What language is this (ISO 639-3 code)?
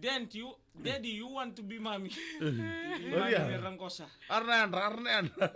fij